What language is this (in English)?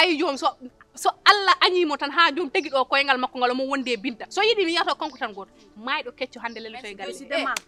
Fula